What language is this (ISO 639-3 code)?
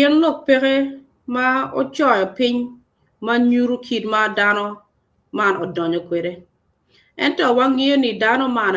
ach